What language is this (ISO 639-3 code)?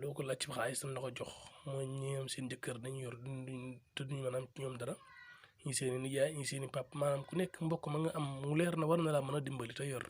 wol